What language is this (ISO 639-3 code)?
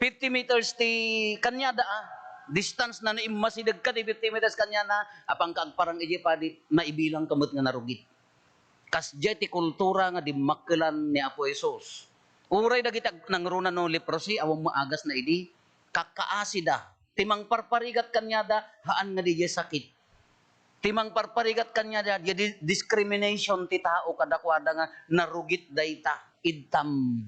ilo